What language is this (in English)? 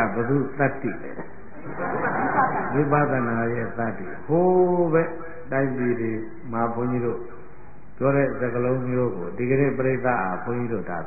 Burmese